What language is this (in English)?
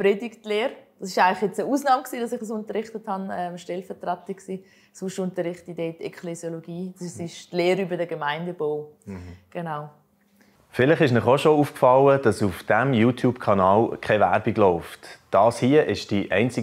Swiss German